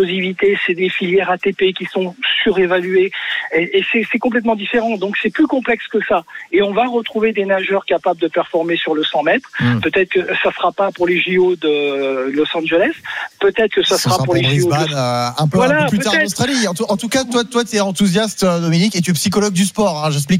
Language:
French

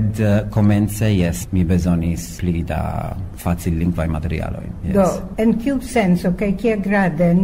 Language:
Esperanto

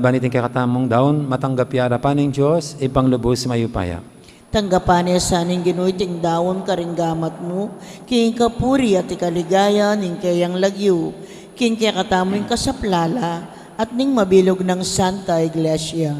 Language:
Pampanga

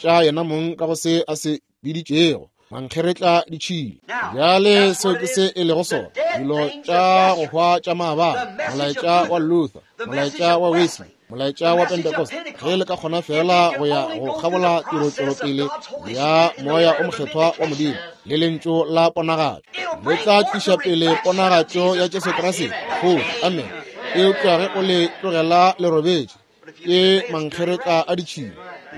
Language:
Northern Sotho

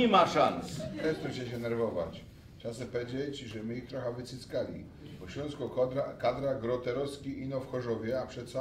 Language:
Silesian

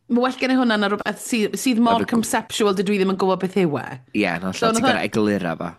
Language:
Welsh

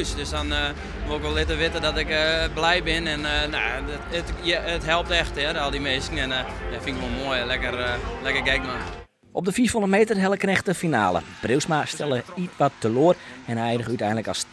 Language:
Western Frisian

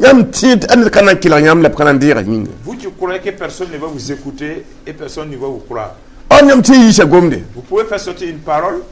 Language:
Mossi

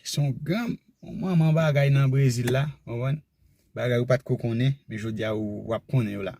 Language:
Haitian Creole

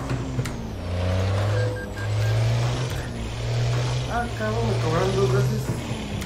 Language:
Spanish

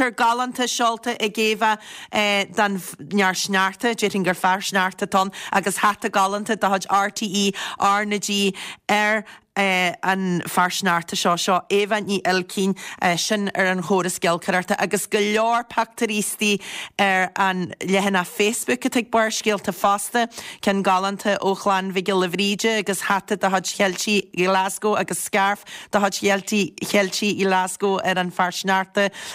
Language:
Irish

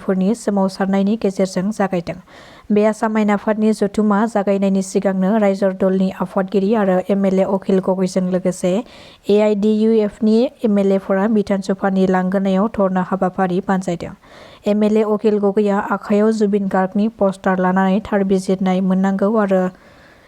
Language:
Bodo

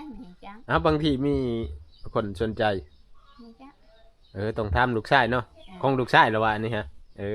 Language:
Northeastern Thai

